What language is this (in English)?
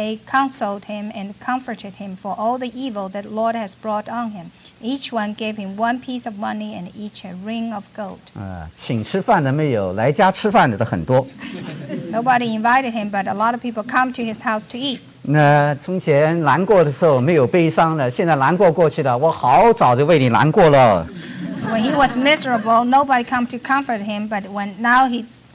Chinese